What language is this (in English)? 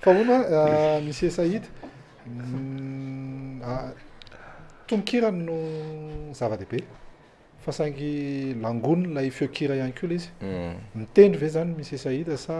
Malagasy